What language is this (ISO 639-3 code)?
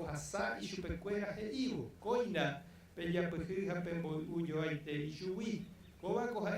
grn